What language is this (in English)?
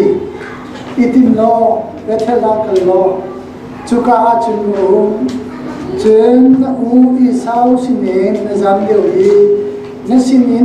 Hakha Chin